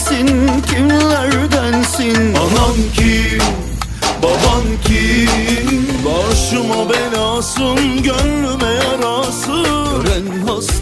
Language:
Turkish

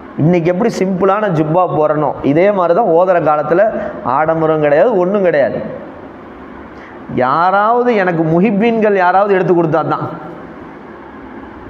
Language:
Tamil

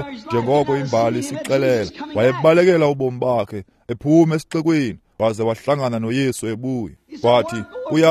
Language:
Xhosa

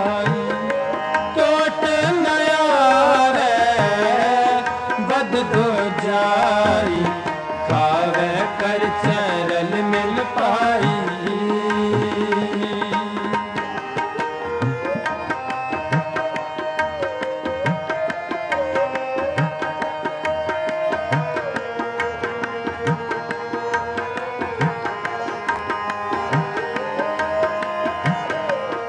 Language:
Punjabi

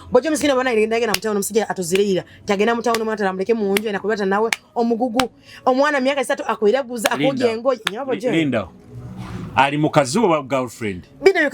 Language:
Nyoro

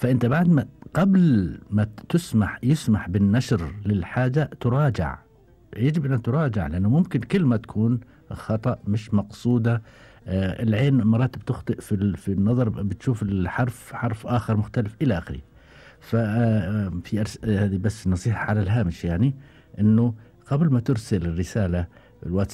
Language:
Gulf Arabic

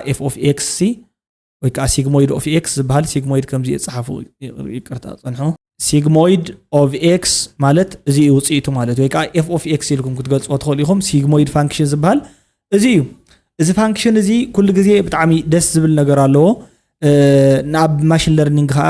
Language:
Tigrinya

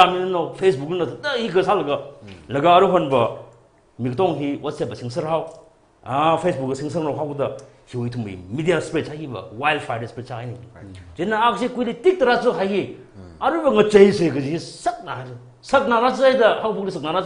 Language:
Tangkhul Naga (India)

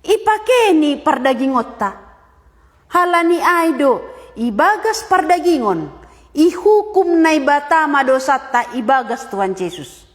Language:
Batak Simalungun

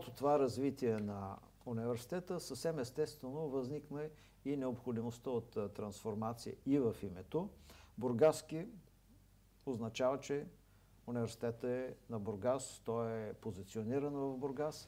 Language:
Bulgarian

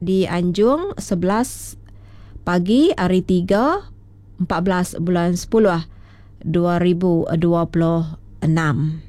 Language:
Iban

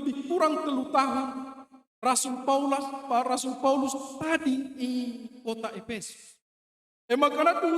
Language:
Batak Karo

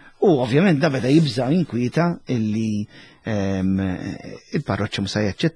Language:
Maltese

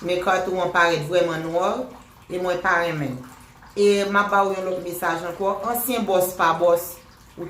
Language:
Haitian Creole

